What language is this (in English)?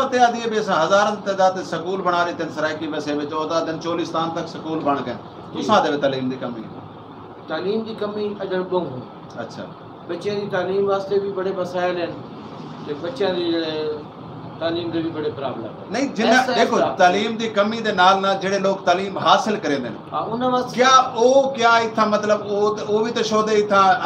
Saraiki